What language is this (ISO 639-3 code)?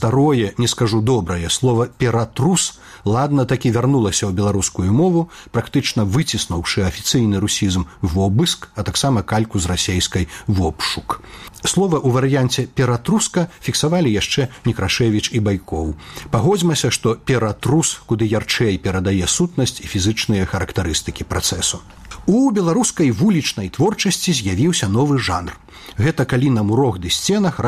bel